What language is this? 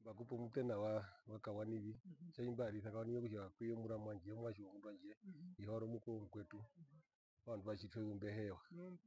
Herero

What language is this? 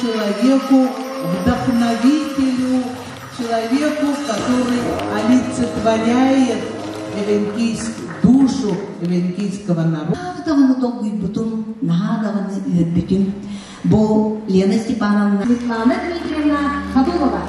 Yakut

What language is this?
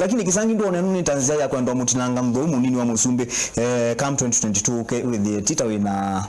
Kamba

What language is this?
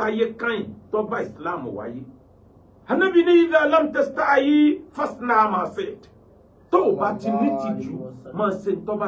Yoruba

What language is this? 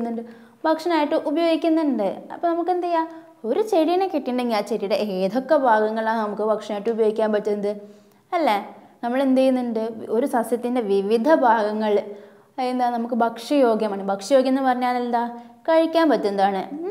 Malayalam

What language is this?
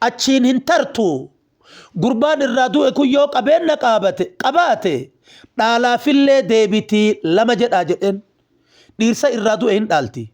Oromo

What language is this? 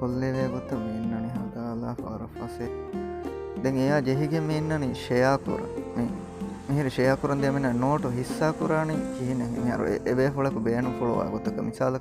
Divehi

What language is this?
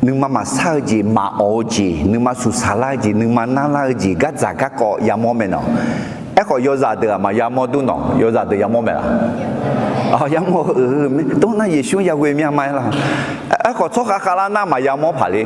Akha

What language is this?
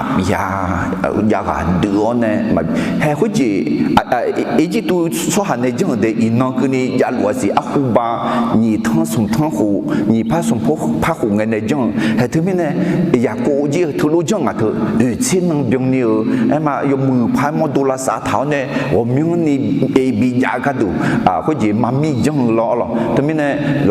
Akha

